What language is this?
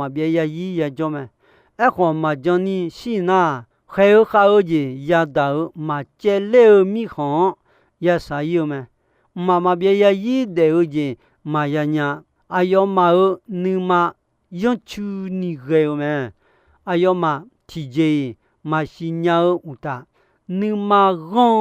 Akha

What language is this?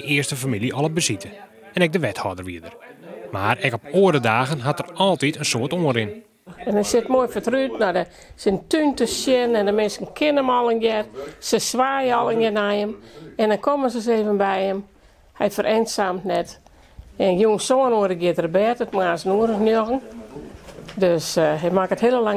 Western Frisian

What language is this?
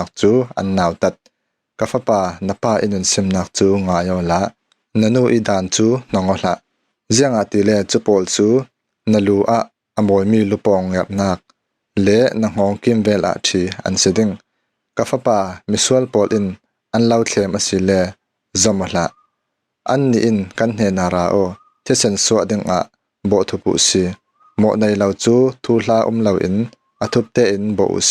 Falam Chin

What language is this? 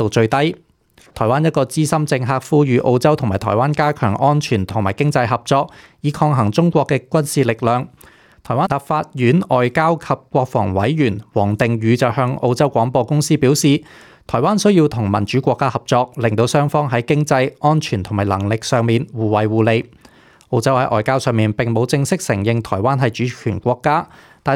Cantonese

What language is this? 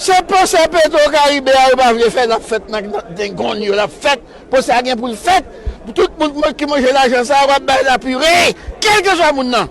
Haitian Creole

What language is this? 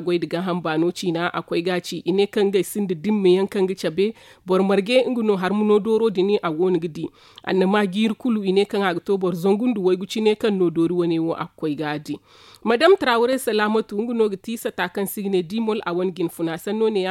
Zarma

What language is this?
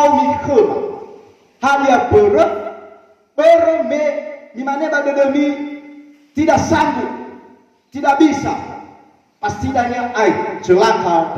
Nias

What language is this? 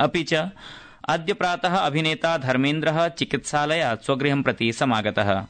Sanskrit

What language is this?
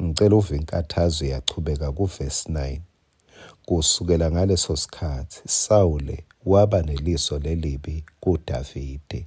Swati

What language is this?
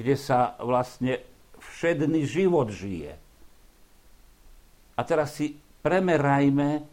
Slovak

